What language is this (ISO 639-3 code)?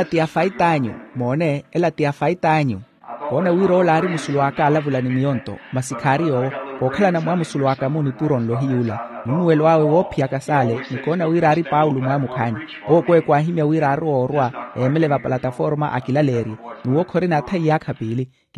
vmw